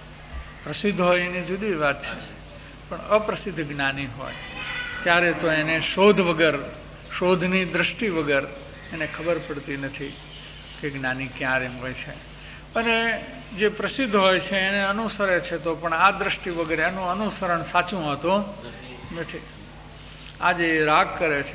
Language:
Gujarati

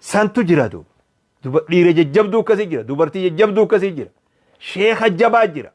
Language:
Oromo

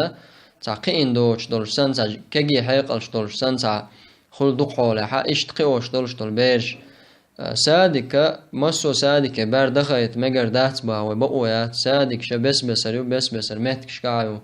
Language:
Chechen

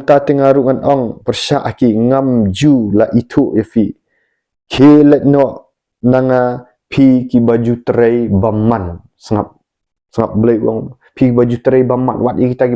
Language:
Khasi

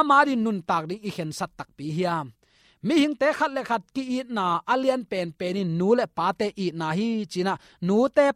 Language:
Tedim Chin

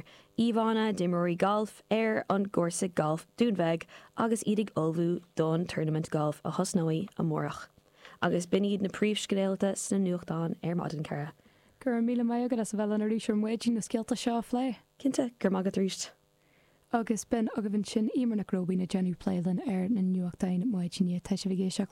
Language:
Irish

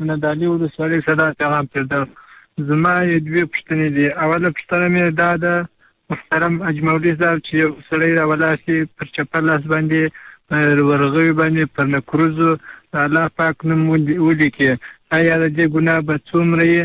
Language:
Pashto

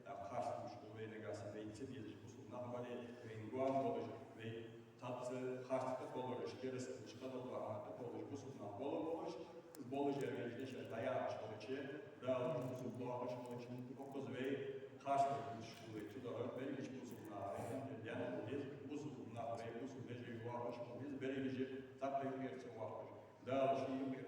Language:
Ingush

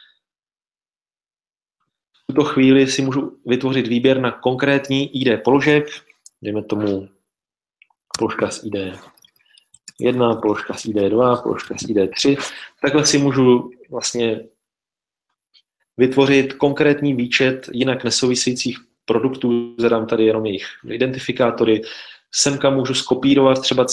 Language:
Czech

